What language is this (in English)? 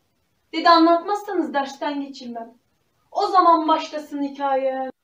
Turkish